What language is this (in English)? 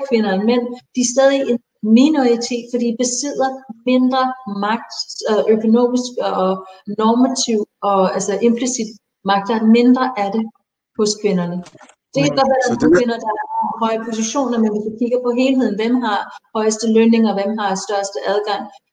Danish